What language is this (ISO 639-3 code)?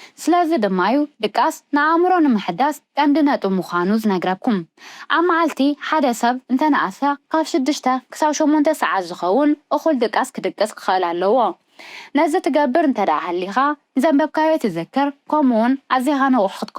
tir